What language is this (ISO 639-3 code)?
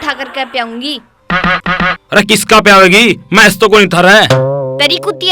bgc